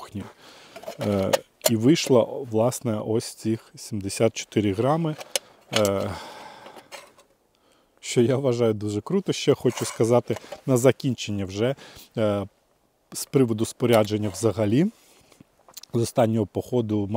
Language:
Ukrainian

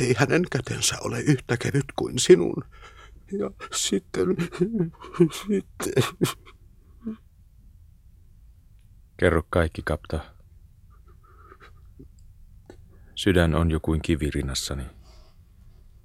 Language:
Finnish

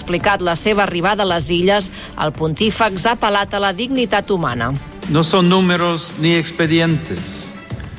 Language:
Catalan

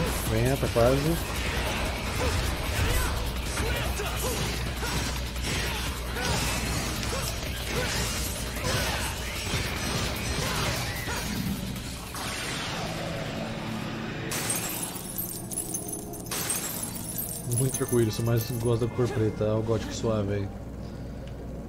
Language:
Portuguese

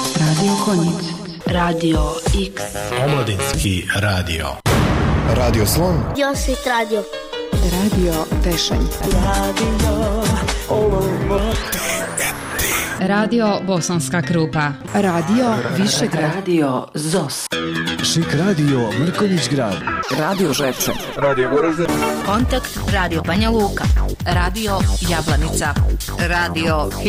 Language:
Bosnian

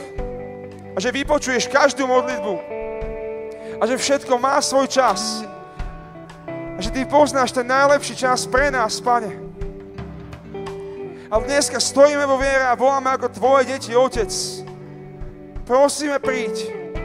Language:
Slovak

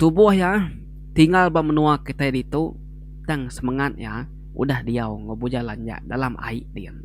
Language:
Iban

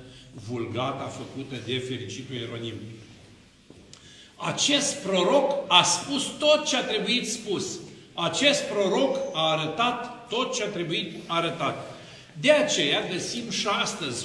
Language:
Romanian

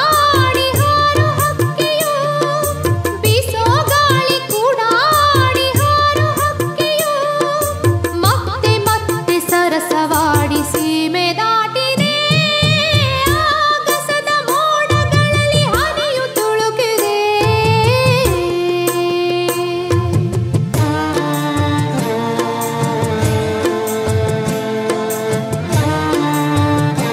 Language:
Kannada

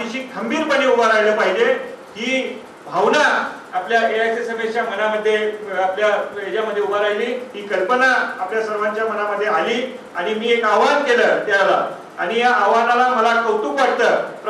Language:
Marathi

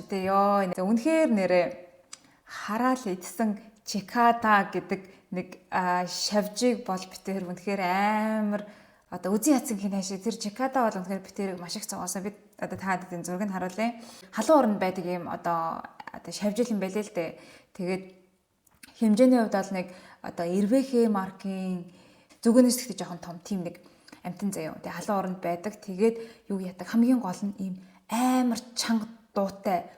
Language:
Mongolian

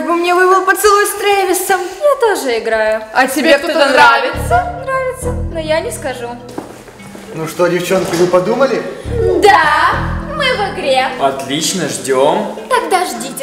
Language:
Russian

